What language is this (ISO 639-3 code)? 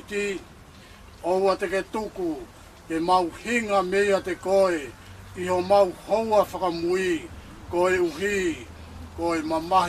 ton